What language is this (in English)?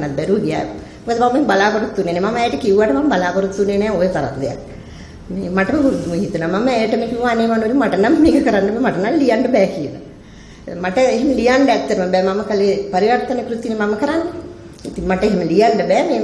Sinhala